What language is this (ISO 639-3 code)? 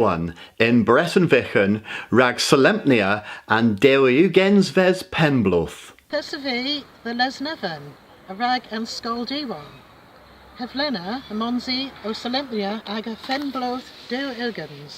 cor